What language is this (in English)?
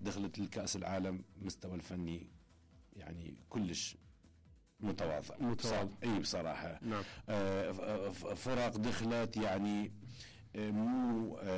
Mesopotamian Arabic